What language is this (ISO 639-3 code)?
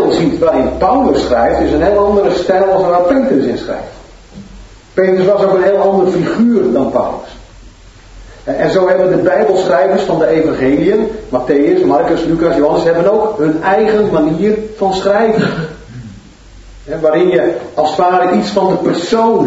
nld